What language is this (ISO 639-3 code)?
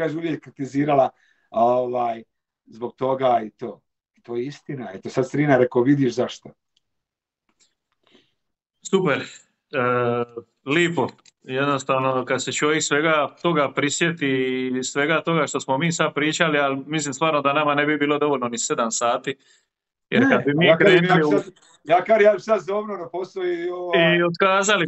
hrv